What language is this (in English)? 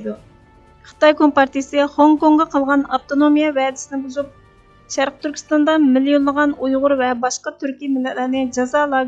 Uyghur